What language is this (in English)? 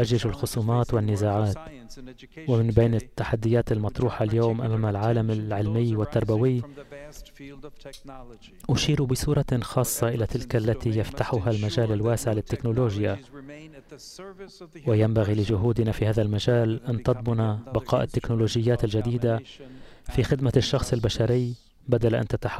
Arabic